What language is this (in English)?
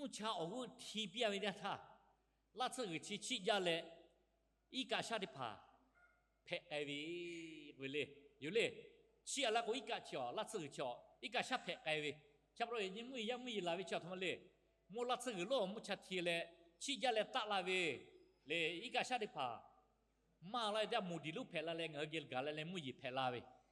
Lahu